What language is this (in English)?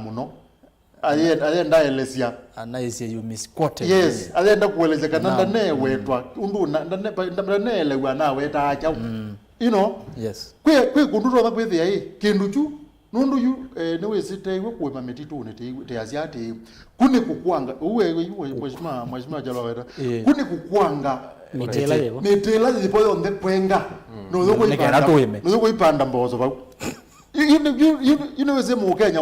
Kamba